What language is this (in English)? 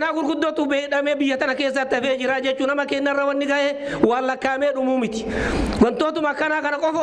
Oromo